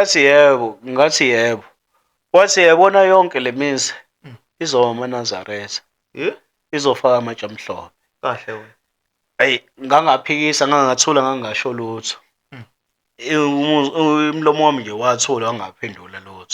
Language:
Zulu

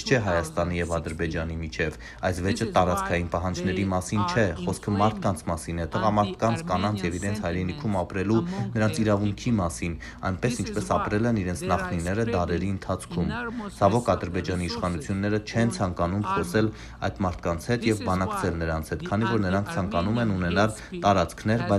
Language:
Armenian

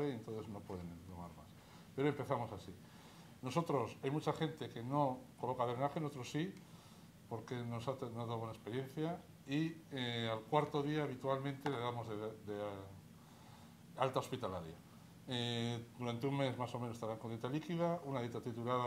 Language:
Spanish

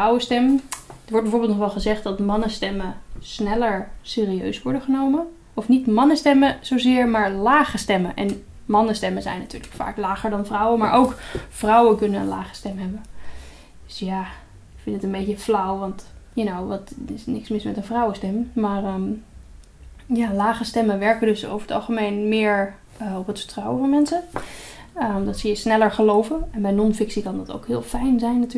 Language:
Dutch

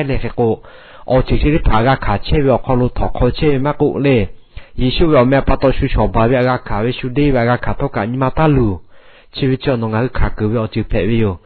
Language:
Lahu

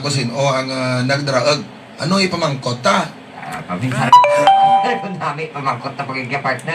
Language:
Hiligaynon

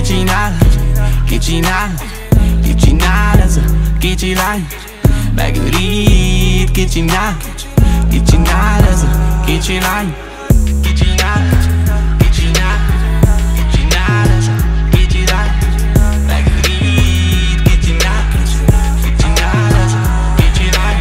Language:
Hungarian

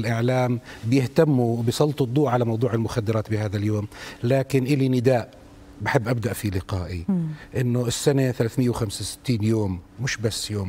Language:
South Levantine Arabic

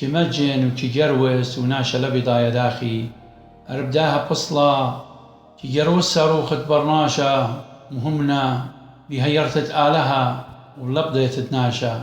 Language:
Assyrian Neo-Aramaic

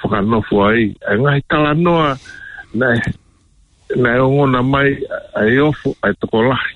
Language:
Tongan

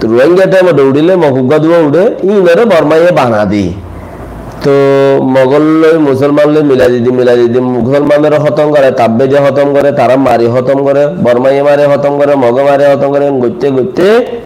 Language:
Rohingya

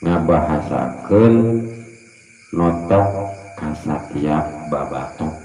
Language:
Sundanese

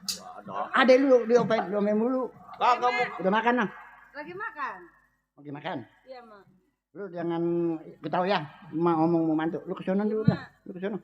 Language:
Betawi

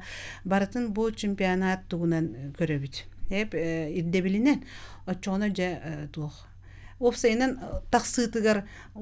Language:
Yakut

